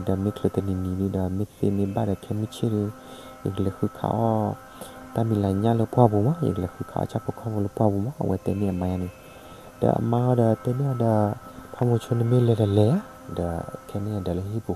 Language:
S'gaw Karen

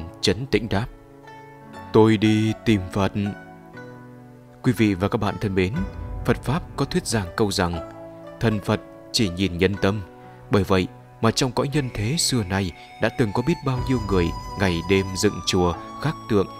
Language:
Vietnamese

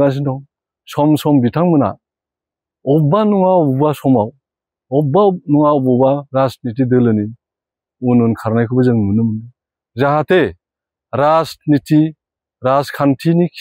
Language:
Bodo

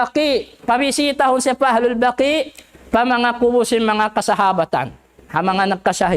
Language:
Tausug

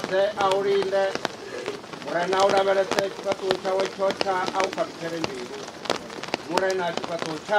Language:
Venda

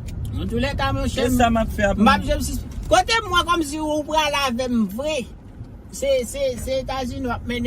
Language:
Haitian Creole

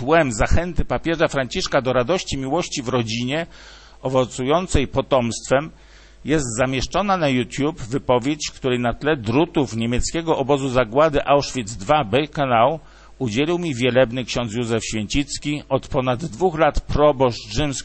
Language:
Polish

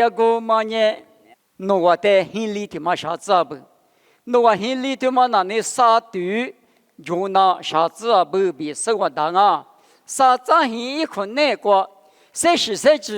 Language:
Lisu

